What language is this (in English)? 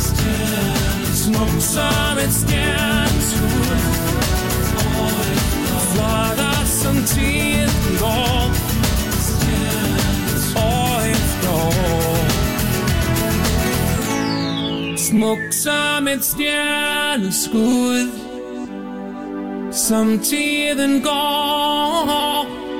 Danish